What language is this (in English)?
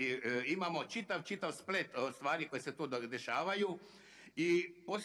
Croatian